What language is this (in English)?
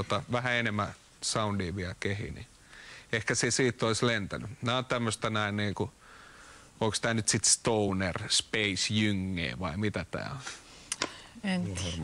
Finnish